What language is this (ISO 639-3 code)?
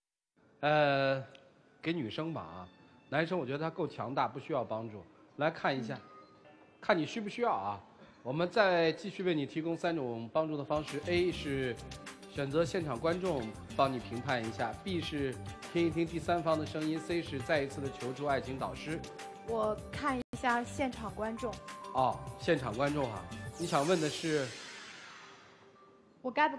zho